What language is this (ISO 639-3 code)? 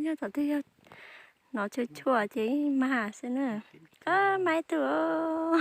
hmn